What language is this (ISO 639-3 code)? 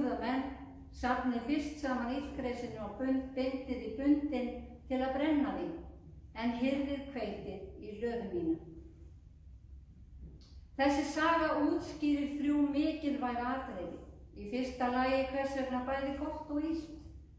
isl